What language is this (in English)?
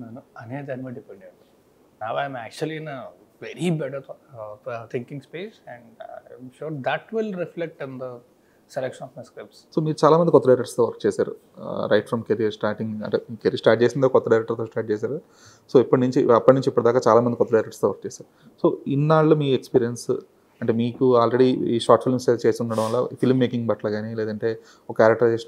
Telugu